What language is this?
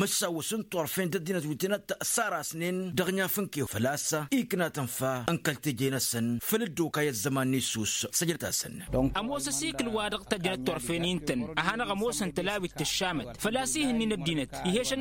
Tamasheq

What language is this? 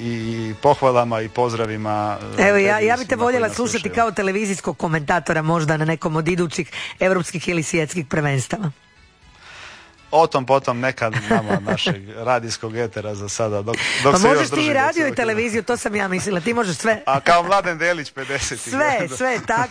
Croatian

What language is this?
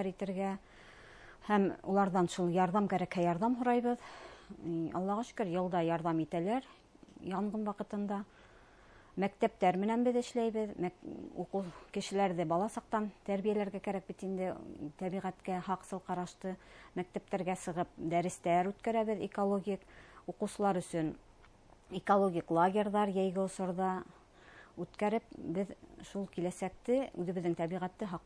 Bashkir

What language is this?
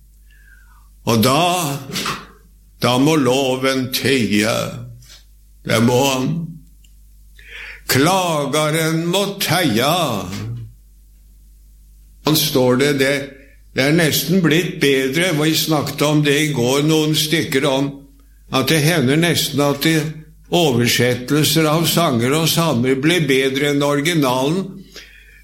Norwegian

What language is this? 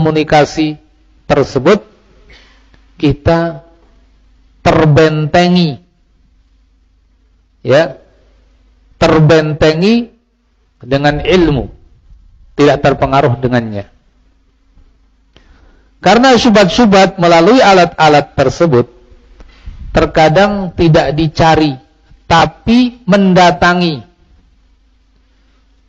Indonesian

